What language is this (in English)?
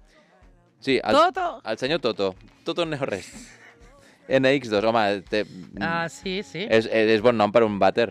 Catalan